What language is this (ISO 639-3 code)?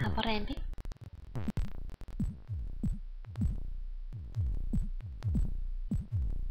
fin